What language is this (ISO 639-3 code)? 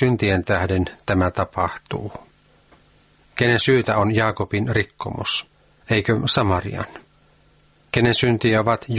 fin